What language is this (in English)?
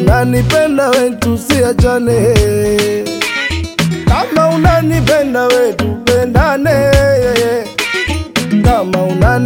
Swahili